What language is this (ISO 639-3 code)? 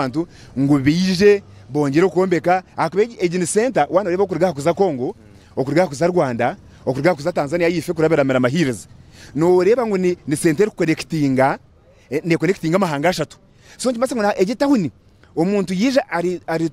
nyn